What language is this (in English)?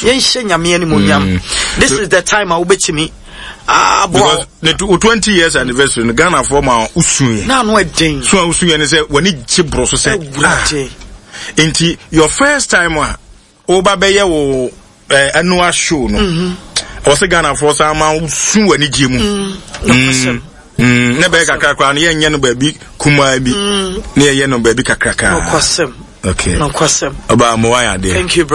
Akan